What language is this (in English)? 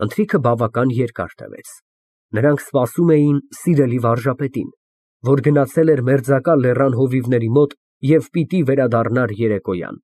Armenian